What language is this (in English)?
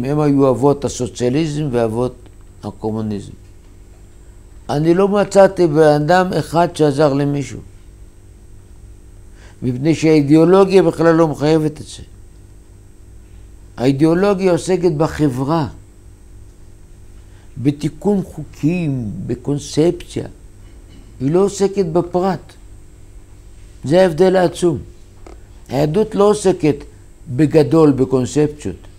Hebrew